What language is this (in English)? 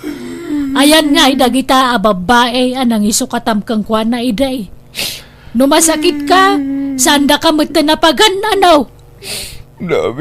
Iloko